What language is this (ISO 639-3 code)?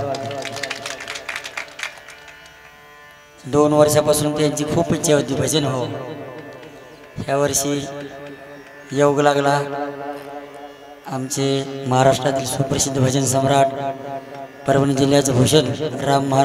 mar